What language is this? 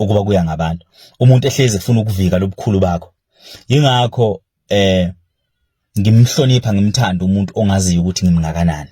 Zulu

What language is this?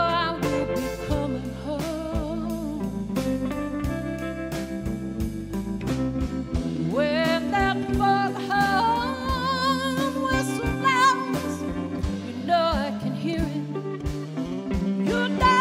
English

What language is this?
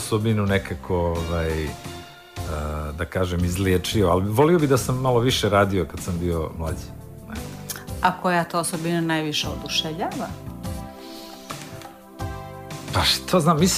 Serbian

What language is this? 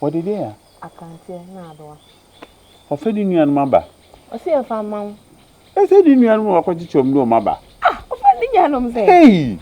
Akan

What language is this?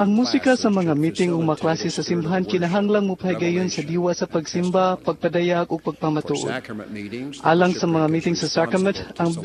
Cebuano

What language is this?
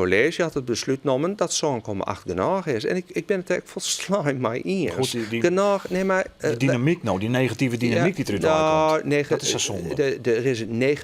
Western Frisian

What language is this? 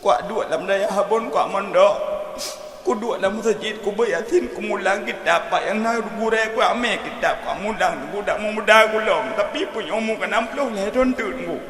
Achinese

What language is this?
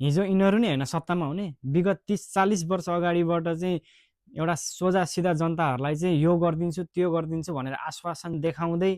Nepali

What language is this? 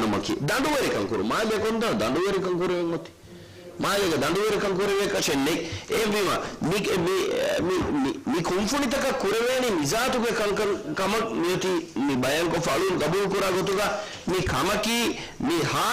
Divehi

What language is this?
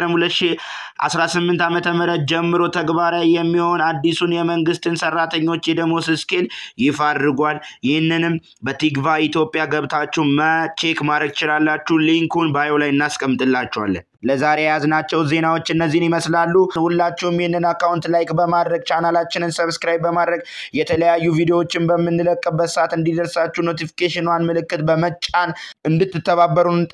Amharic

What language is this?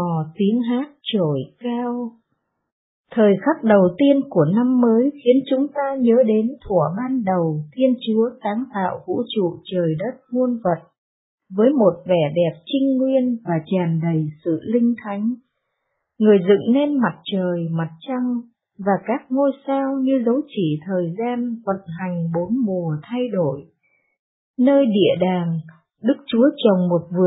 Vietnamese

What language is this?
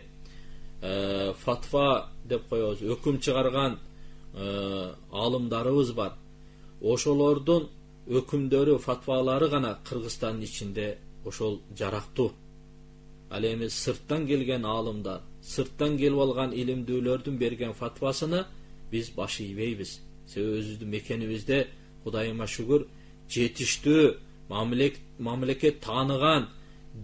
Kyrgyz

